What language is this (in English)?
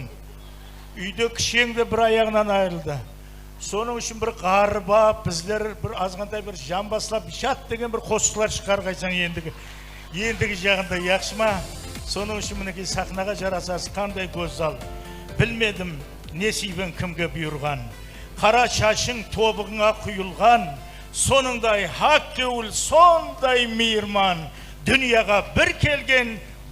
Kara-Kalpak